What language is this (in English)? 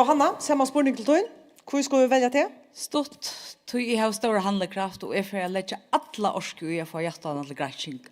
Faroese